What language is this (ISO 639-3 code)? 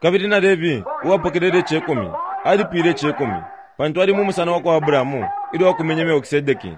bem